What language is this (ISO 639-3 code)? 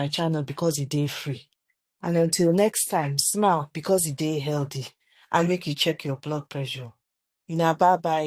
pcm